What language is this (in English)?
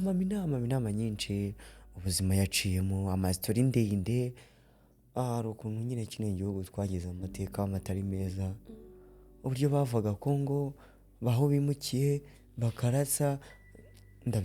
Kinyarwanda